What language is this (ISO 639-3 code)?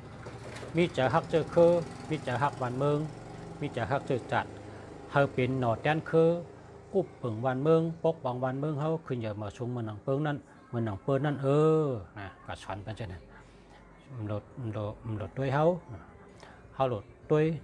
shn